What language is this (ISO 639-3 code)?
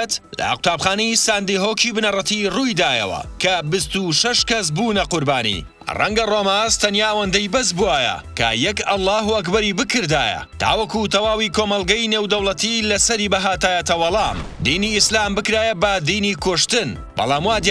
ckb